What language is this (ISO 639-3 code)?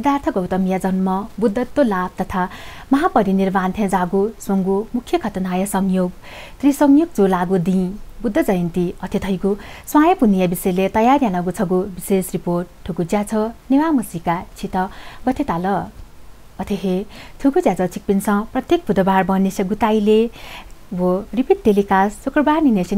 new